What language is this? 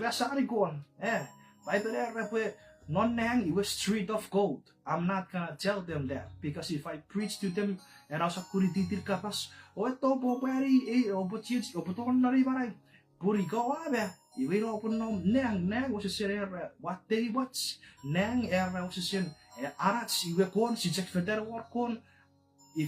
Chuukese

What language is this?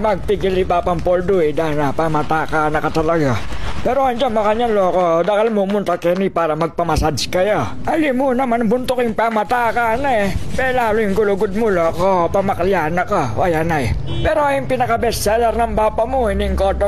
Pampanga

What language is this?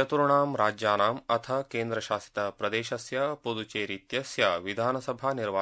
Sanskrit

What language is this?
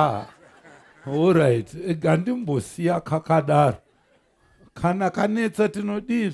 Shona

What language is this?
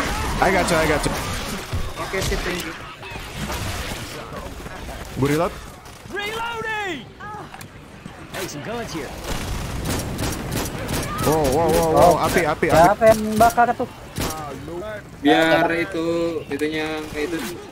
Indonesian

